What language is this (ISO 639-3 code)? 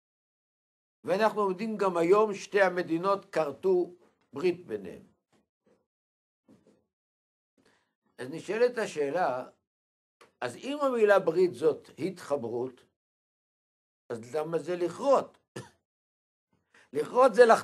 heb